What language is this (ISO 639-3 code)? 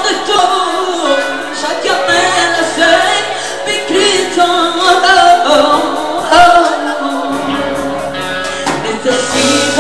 spa